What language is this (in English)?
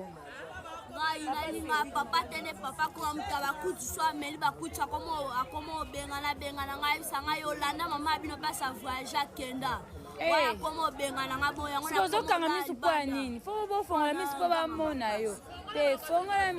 Lingala